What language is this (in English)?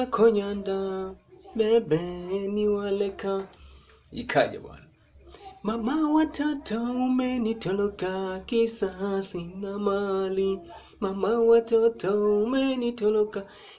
Swahili